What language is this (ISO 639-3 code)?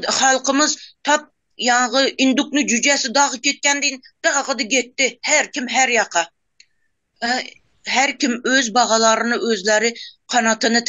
tuk